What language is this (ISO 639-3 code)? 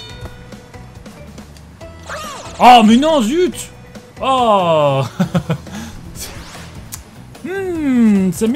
fra